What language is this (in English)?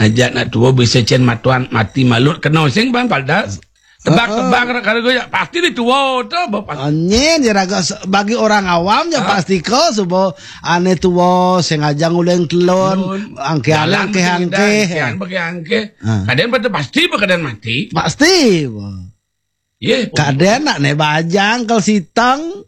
Balinese